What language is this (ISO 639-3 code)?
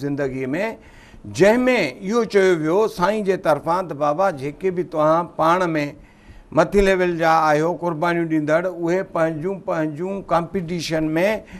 snd